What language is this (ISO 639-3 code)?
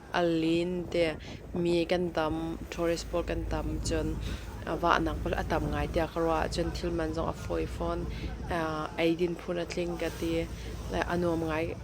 cnh